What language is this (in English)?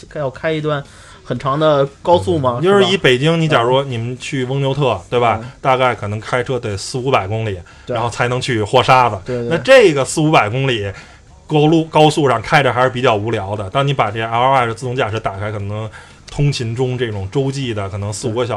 Chinese